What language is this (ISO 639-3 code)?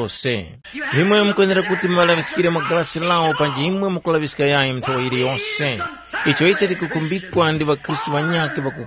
tum